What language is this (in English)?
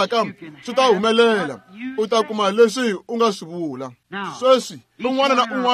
Tsonga